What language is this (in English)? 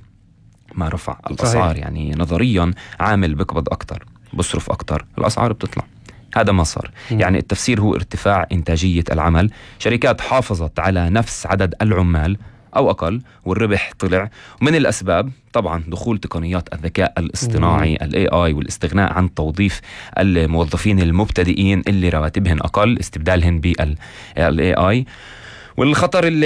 North Levantine Arabic